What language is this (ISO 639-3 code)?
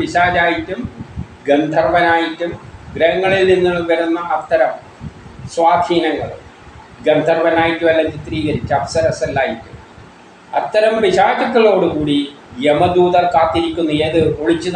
mal